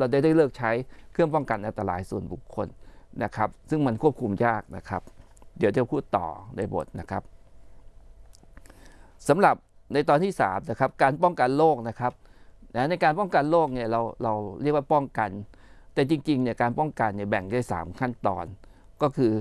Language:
Thai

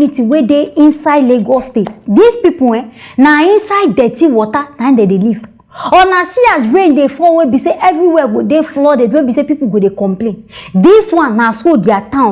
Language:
Nigerian Pidgin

